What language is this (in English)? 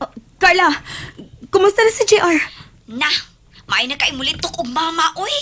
Cebuano